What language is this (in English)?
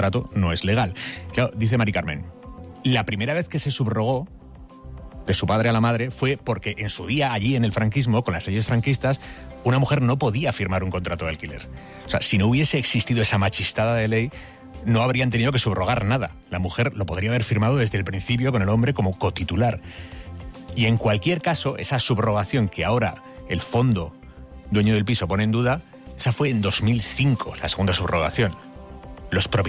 Spanish